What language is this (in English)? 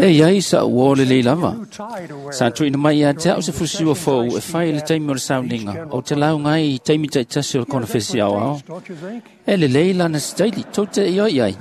Samoan